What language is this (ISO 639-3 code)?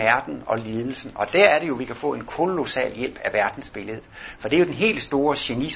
dan